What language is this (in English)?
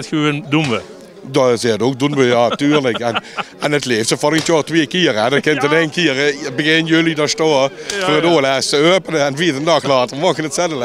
Limburgish